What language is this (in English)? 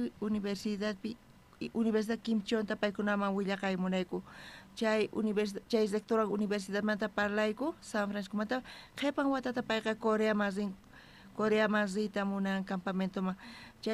South Bolivian Quechua